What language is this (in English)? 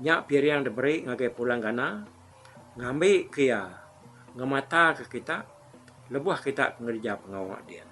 Iban